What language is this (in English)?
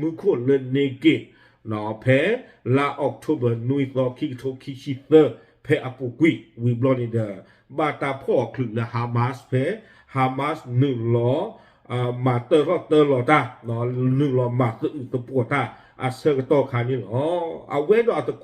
S'gaw Karen